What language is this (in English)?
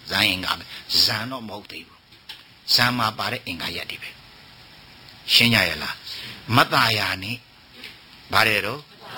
Burmese